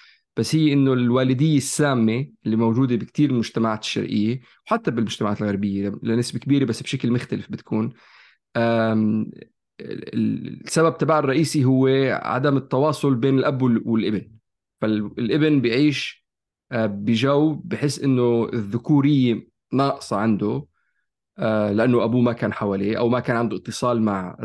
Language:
North Levantine Arabic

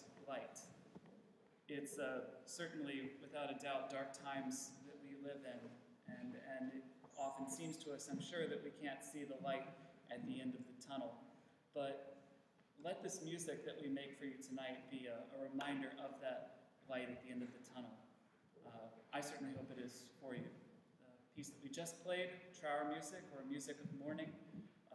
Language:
English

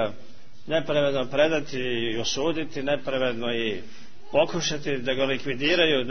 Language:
Serbian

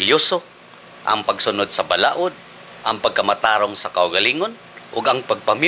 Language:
Cebuano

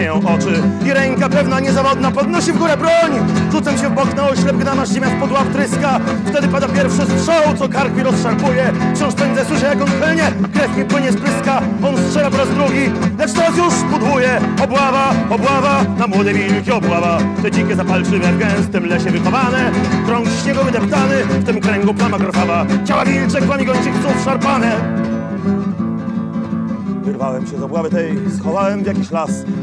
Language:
Polish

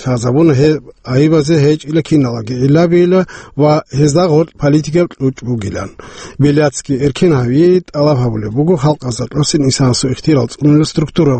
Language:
Avaric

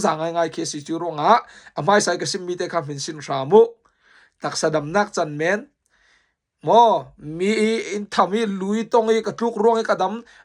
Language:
Falam Chin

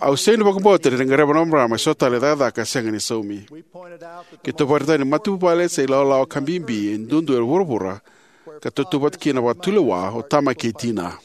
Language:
Fijian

